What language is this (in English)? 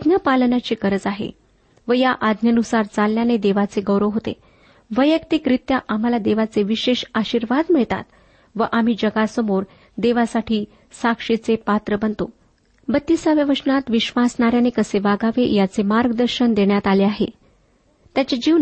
Marathi